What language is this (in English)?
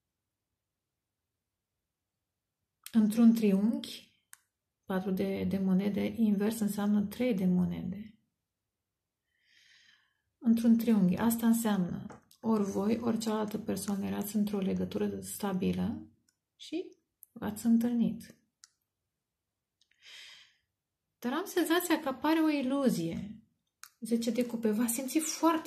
Romanian